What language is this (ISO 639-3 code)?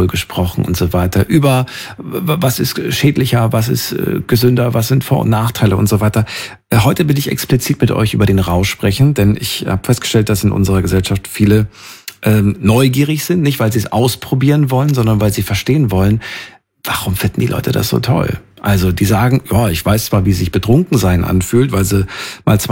deu